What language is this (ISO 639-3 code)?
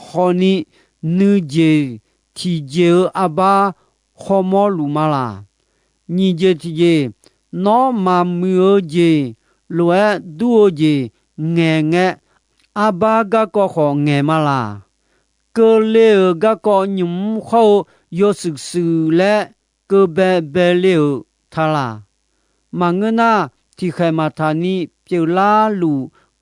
ahk